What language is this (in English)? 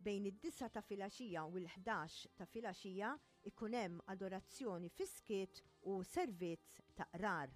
Maltese